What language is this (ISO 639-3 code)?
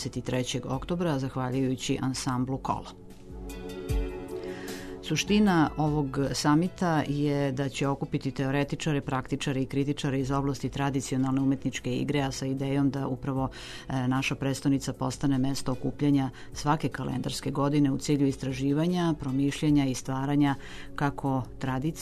srp